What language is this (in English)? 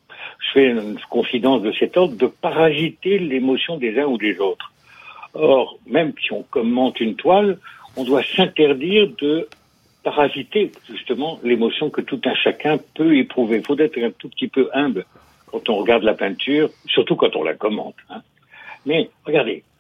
French